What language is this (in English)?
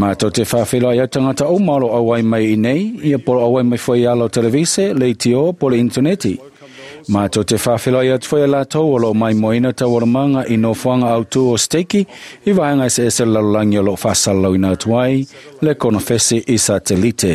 Samoan